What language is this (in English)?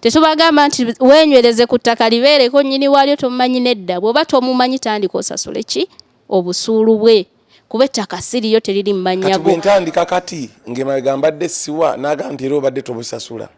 Ganda